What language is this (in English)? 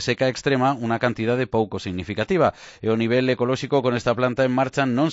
Galician